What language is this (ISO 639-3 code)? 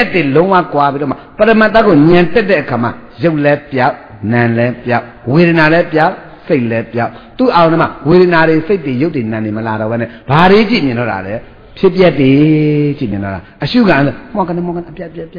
mya